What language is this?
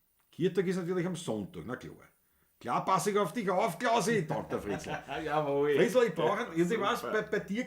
Bavarian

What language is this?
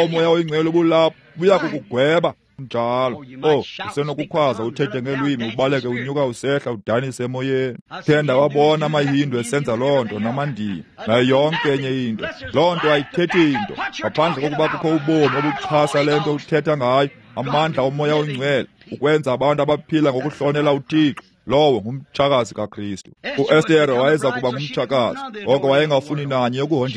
Xhosa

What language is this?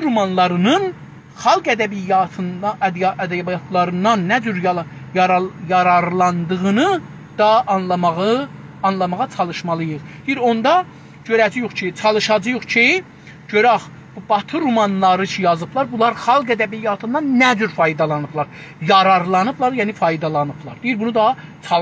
South Azerbaijani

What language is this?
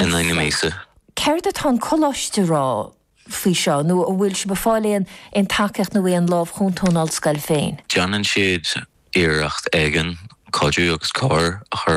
Irish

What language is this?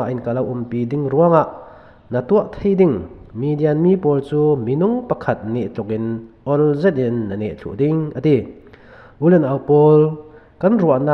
Falam Chin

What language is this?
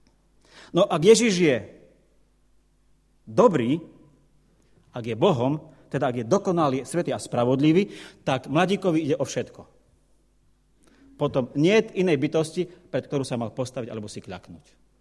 Slovak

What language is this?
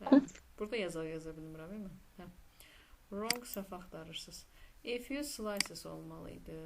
Azerbaijani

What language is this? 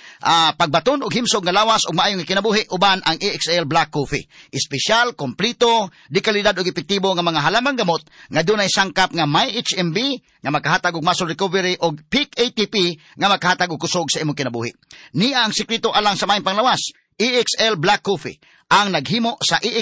Cebuano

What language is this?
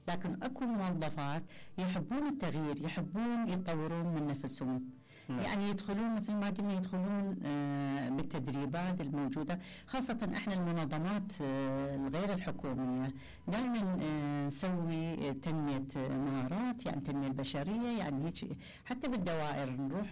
Mesopotamian Arabic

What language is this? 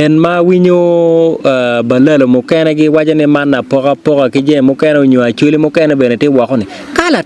Acoli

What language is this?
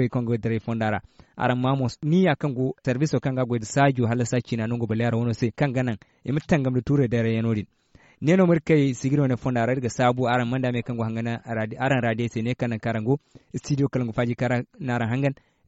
Zarma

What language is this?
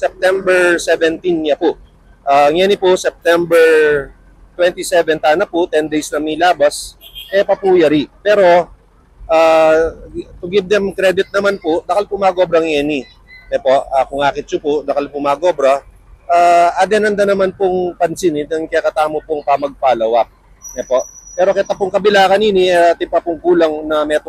Pampanga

